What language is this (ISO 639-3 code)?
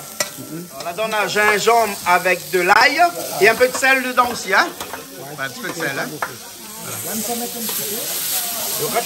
rcf